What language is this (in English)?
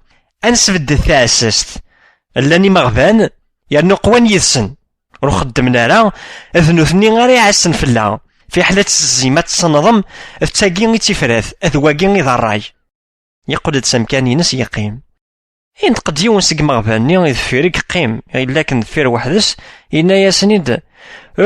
Kabyle